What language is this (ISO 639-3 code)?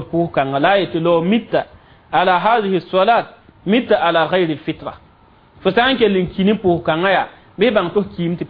mos